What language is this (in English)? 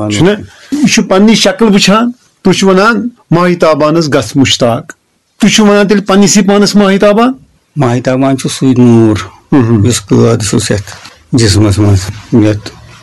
Kashmiri